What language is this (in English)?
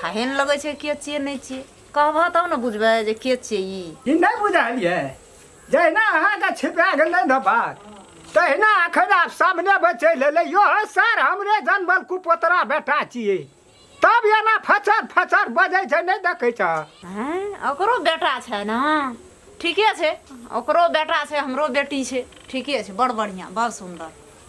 Maithili